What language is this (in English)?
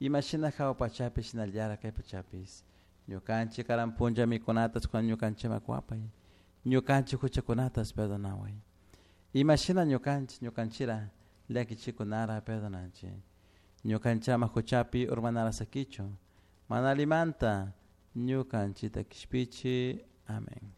Chimborazo Highland Quichua